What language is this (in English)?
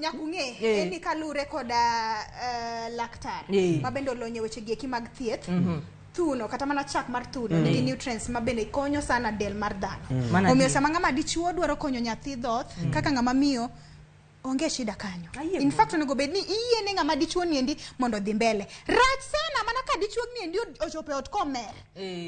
Luo (Kenya and Tanzania)